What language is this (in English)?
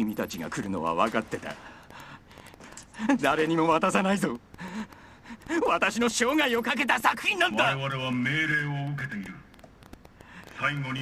Japanese